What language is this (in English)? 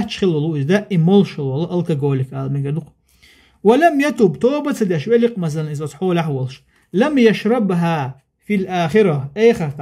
Chechen